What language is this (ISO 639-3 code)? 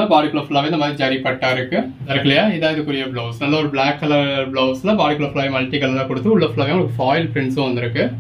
tam